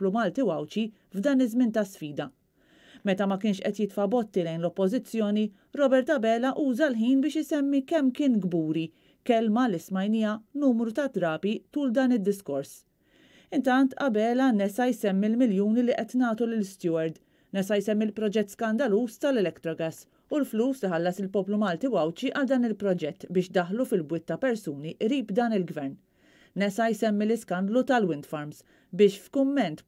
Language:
Maltese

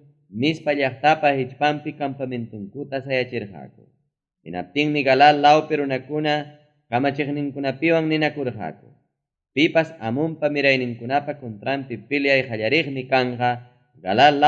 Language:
Ayacucho Quechua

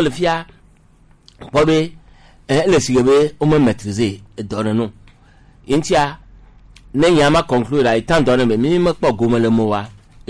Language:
Gen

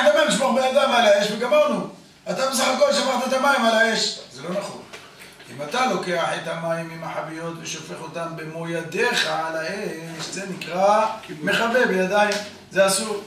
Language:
Hebrew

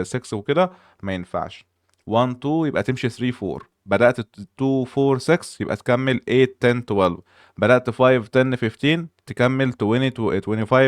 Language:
Egyptian Arabic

